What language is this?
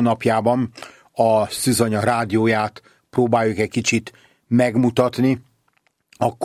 Hungarian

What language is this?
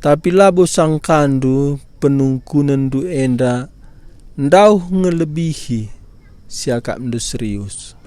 Batak Karo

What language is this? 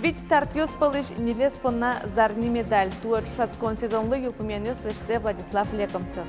Udmurt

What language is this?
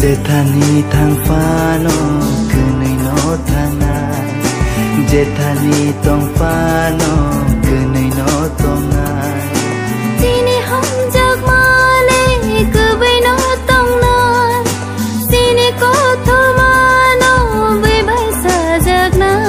Kok Borok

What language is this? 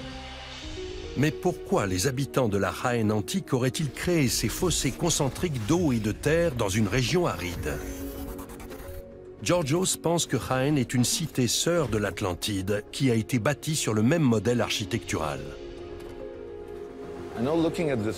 French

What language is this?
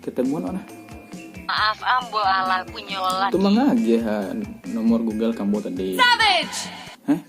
Minangkabau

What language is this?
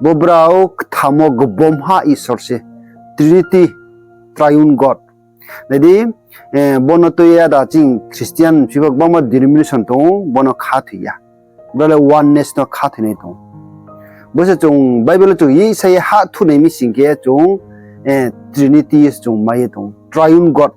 Riang (India)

